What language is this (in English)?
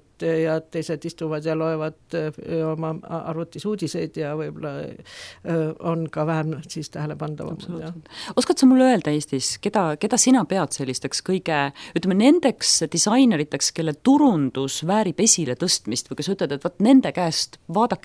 Estonian